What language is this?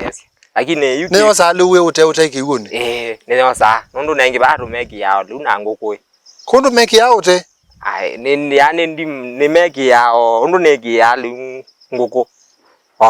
Kamba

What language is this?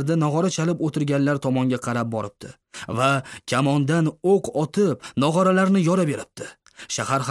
Uzbek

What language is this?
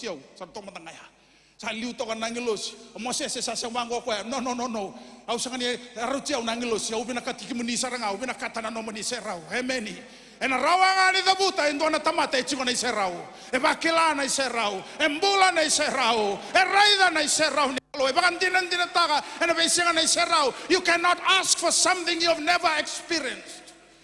Fijian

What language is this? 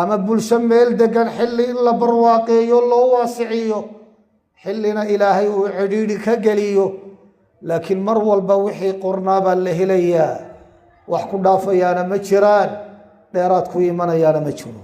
Somali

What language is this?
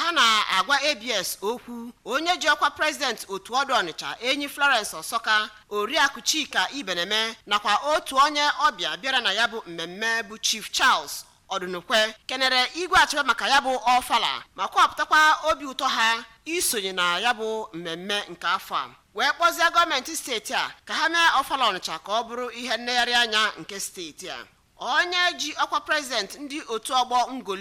Igbo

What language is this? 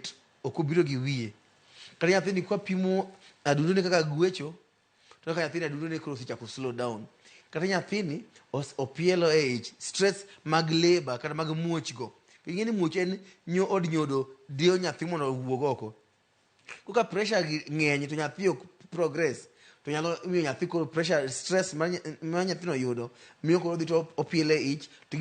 Luo (Kenya and Tanzania)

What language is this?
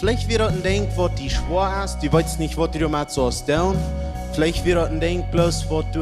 Plautdietsch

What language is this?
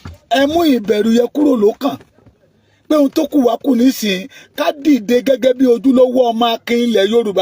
Yoruba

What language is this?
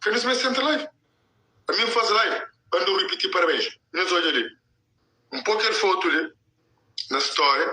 Kabuverdianu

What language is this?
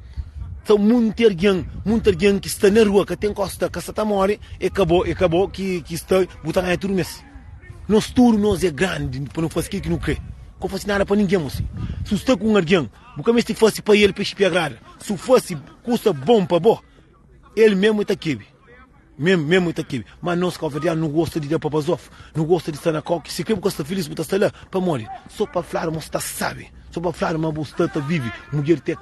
Kabuverdianu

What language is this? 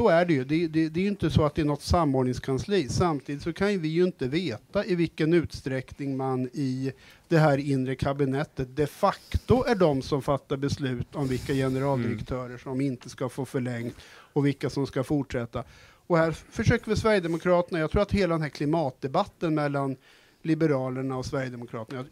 Swedish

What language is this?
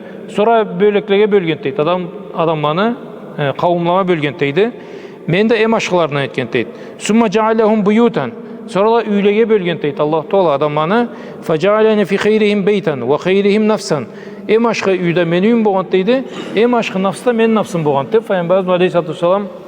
Karachay-Balkar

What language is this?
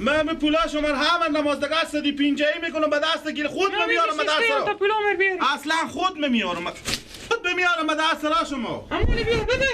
Persian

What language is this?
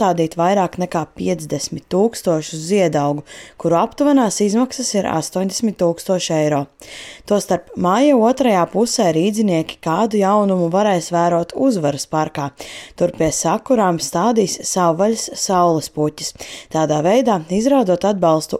Latvian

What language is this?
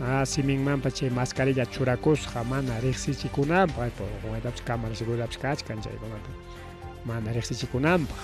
Ayacucho Quechua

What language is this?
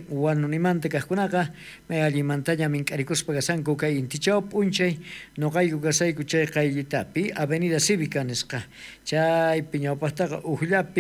South Bolivian Quechua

